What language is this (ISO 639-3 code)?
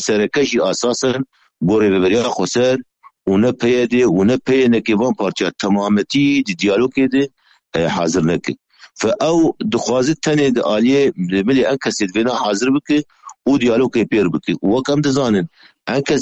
kur